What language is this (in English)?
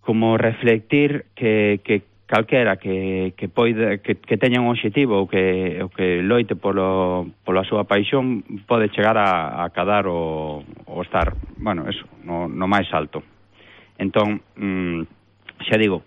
Galician